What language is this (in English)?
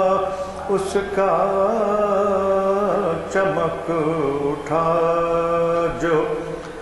Urdu